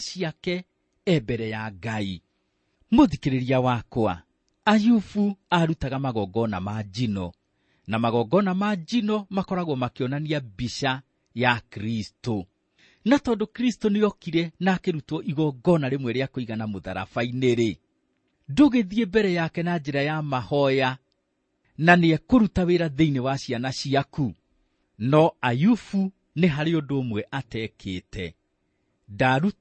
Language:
Kikuyu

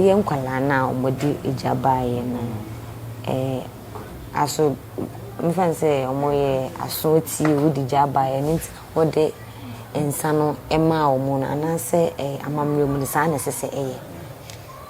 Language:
Akan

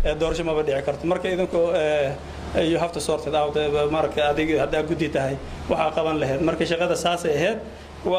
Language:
Somali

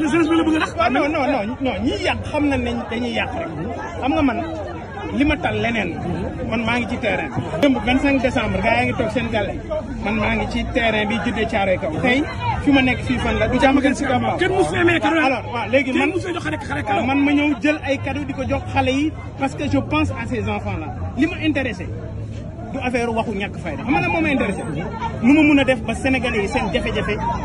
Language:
Wolof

